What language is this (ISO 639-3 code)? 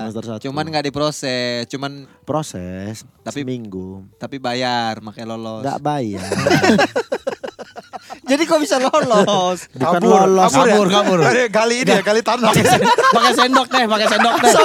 ind